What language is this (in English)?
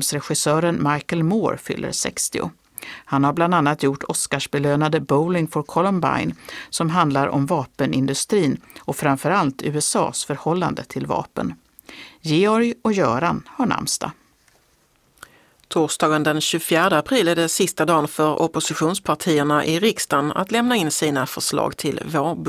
Swedish